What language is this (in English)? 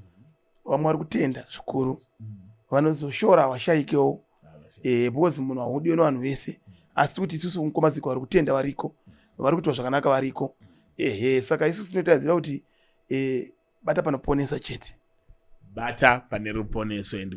Shona